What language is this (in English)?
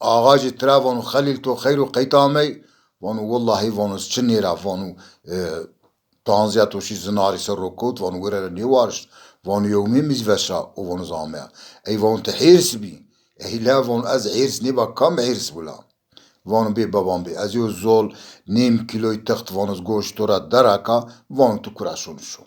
Zaza